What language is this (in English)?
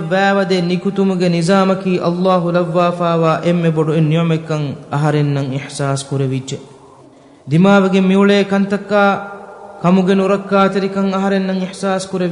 Divehi